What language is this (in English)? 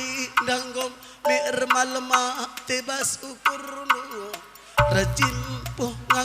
Batak Karo